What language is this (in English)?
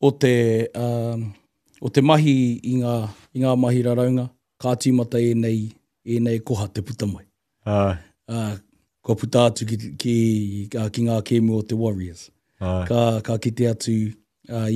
Māori